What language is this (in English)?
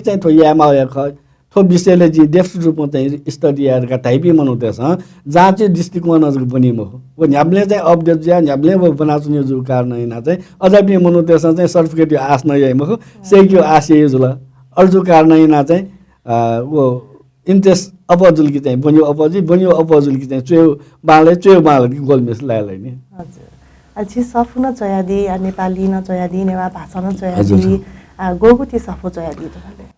Newari